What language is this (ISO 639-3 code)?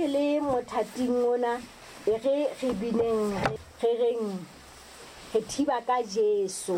sot